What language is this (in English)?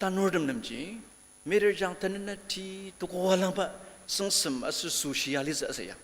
Ao Naga